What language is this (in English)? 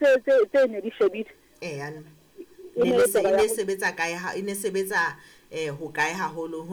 Southern Sotho